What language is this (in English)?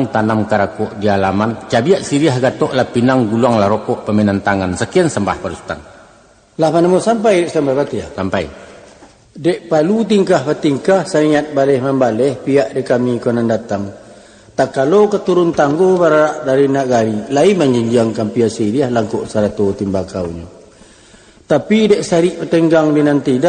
Minangkabau